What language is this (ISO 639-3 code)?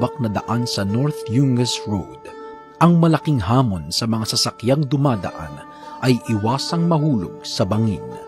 fil